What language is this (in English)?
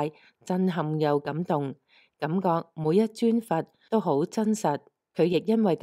Cantonese